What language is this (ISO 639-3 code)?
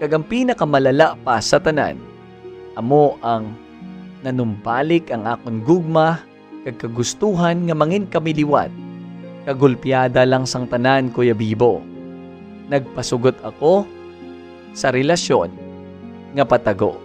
hil